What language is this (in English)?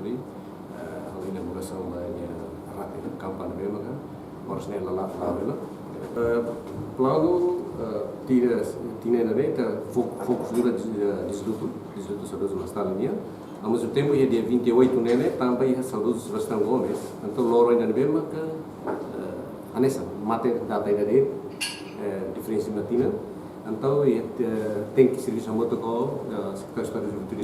Tetum